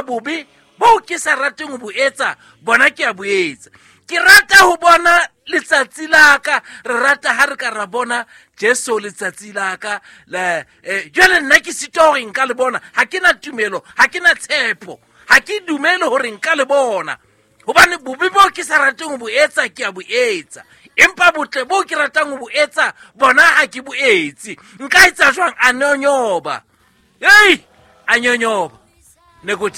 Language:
Southern Sotho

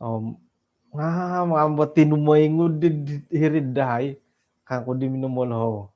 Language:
Central Dusun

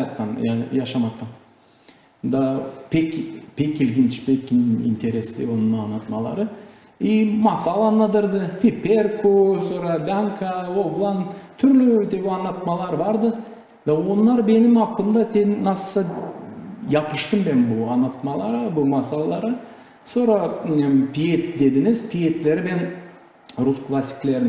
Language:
Gagauz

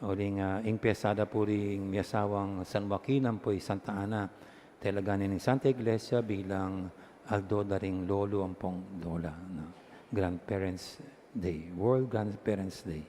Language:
Pampanga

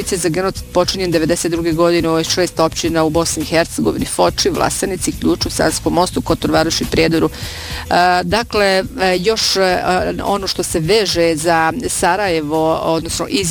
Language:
Bosnian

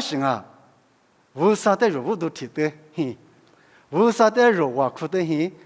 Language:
Lisu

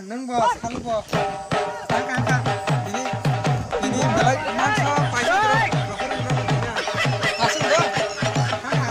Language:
Kok Borok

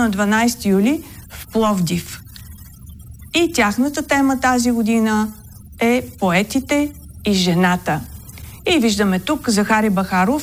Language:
Bulgarian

